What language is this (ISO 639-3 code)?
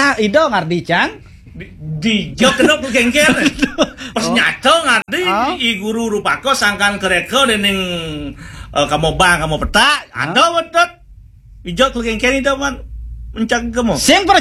ban